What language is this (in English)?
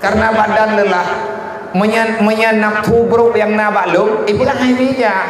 Achinese